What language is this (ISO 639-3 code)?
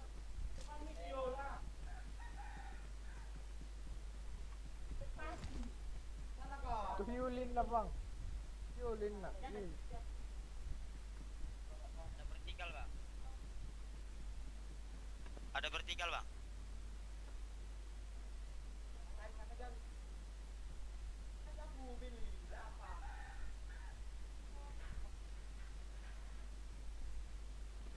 ind